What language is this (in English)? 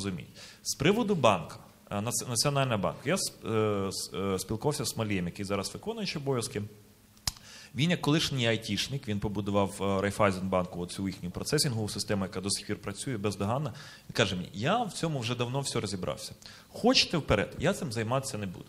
Ukrainian